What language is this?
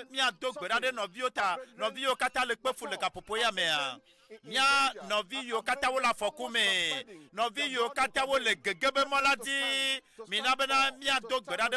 Ewe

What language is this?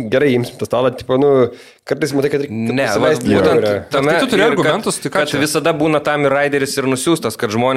Lithuanian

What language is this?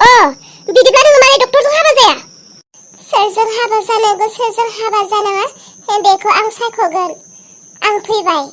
Bodo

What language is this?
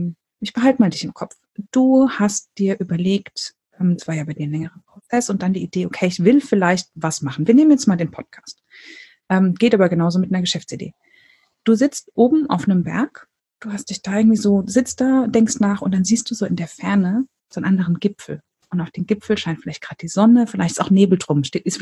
German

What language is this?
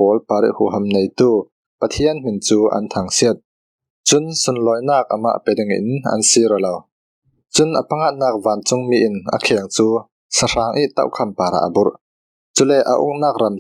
Falam Chin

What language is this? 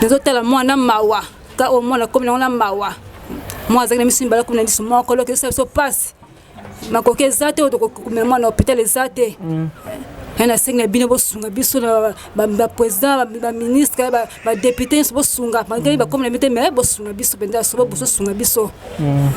Lingala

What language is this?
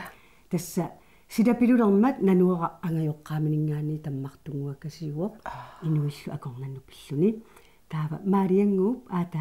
Kalaallisut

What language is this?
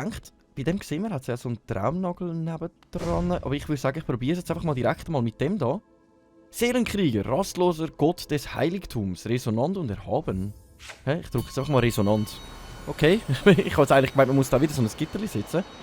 Swiss German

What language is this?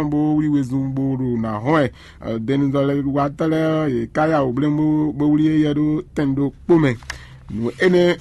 Fon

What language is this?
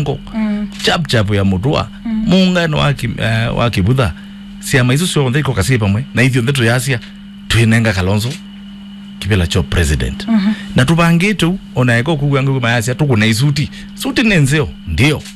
Kamba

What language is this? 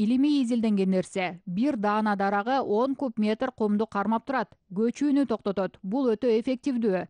Kyrgyz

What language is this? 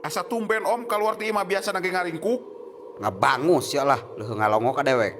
Sundanese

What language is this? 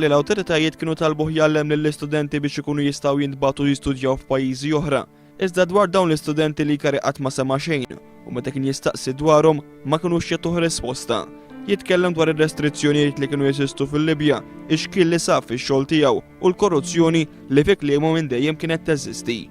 Maltese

